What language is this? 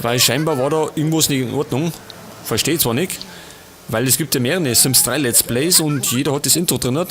Bavarian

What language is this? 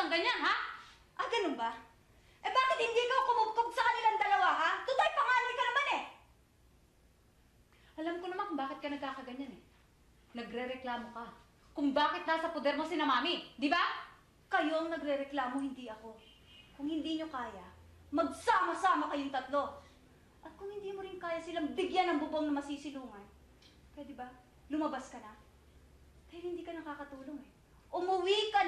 Filipino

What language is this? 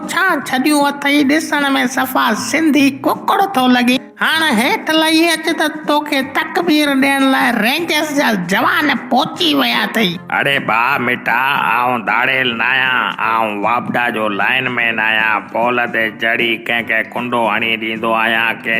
Sindhi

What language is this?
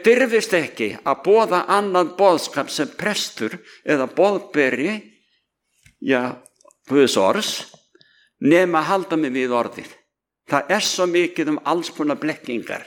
Icelandic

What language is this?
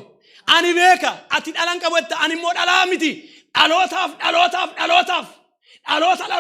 Oromo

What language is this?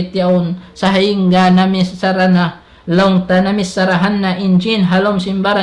Tausug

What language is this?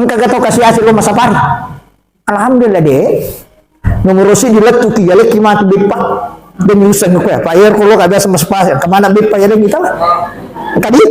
Buginese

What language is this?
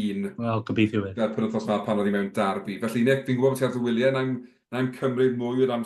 Welsh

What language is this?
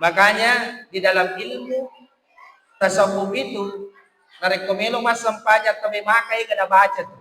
Buginese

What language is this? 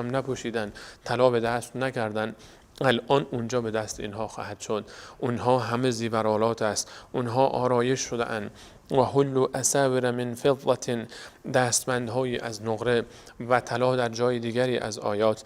Persian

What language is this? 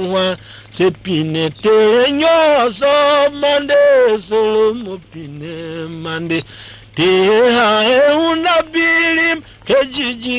Tiv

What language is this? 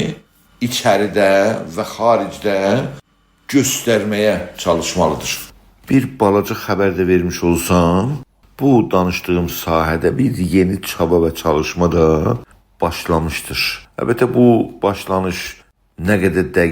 South Azerbaijani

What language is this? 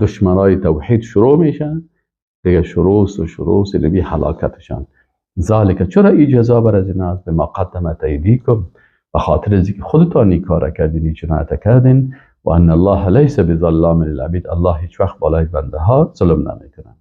Persian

